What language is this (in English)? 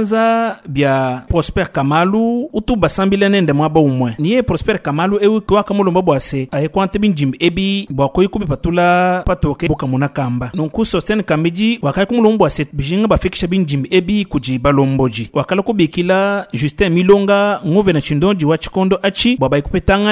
Luba-Lulua